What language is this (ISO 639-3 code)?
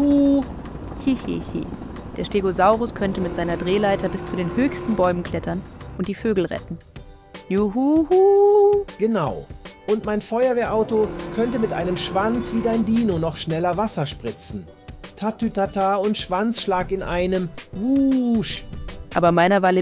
gsw